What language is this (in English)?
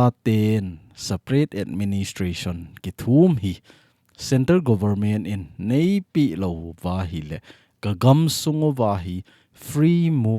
Thado Chin